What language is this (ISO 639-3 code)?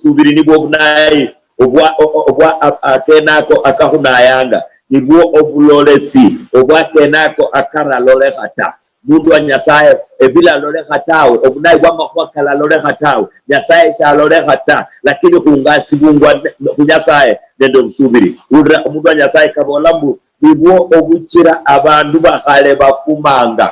luy